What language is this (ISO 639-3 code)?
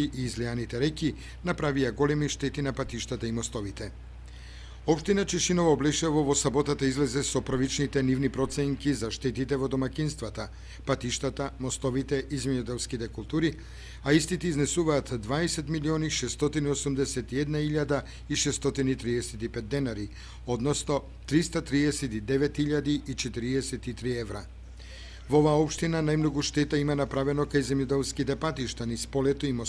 mkd